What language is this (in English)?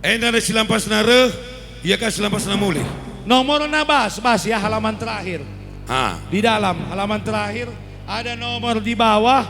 Batak Karo